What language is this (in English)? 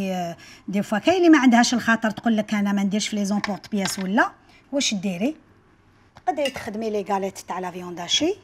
Algerian Arabic